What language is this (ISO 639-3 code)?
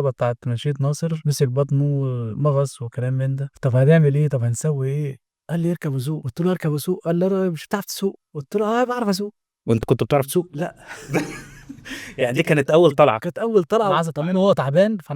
arz